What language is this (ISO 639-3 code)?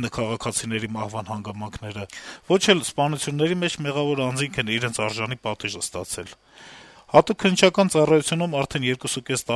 hye